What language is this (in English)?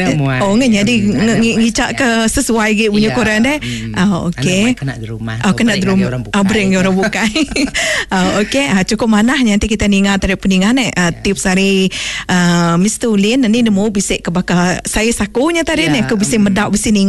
Iban